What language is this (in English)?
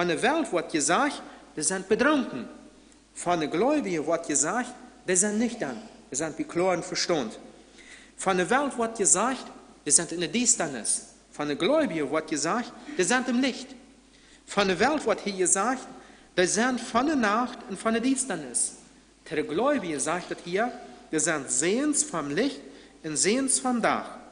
Plautdietsch